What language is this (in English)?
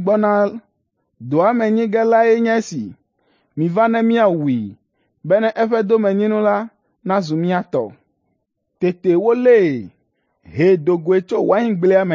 Ewe